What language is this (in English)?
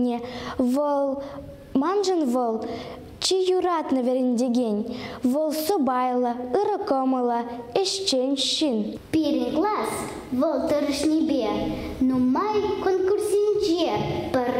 Chuvash